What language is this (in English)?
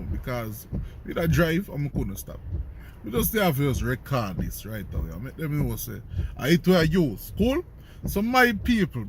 Jamaican Creole English